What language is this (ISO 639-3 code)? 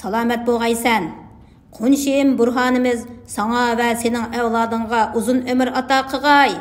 uig